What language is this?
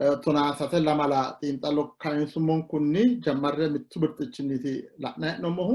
Sidamo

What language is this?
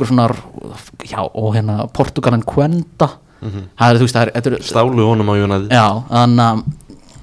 Icelandic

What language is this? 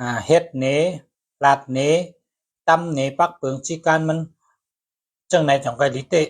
Shan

